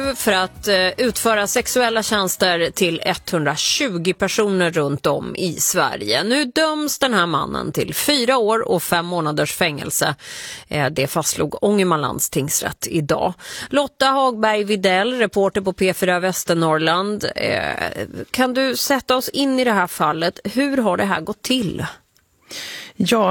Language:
Swedish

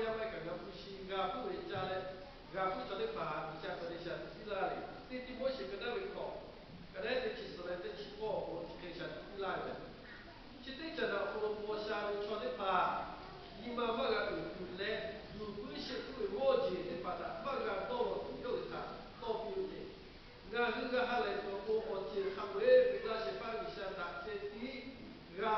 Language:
Lahu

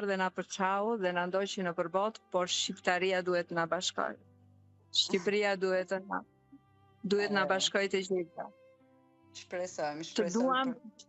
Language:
Albanian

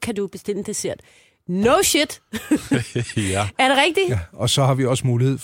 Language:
Danish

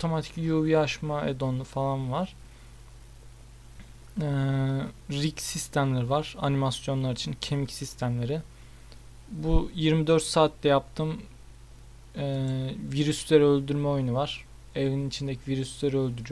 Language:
Turkish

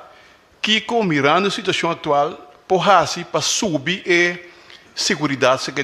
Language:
Papiamento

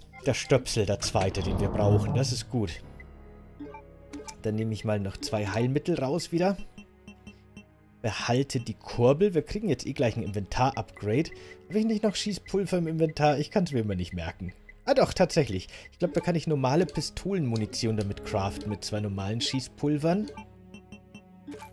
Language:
German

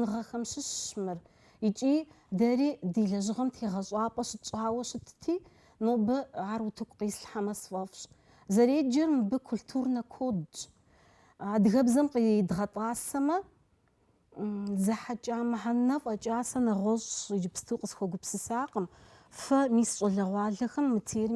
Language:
Kabardian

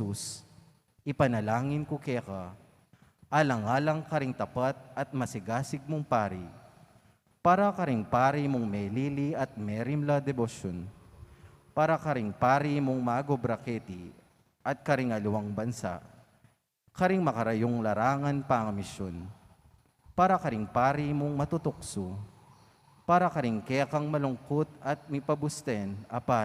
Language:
Pampanga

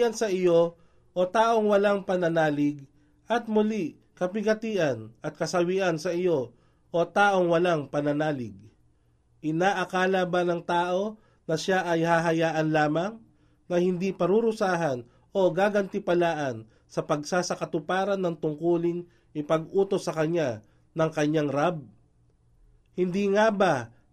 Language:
Filipino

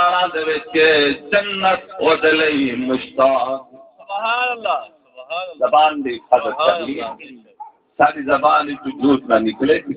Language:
Saraiki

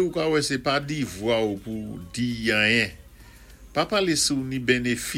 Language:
Saint Lucian Creole French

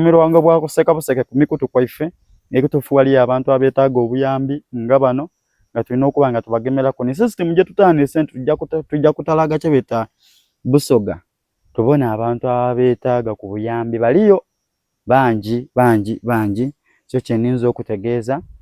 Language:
Soga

